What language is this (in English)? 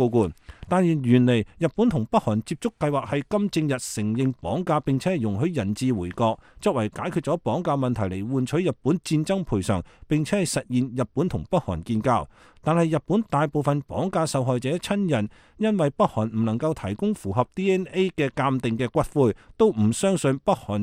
Cantonese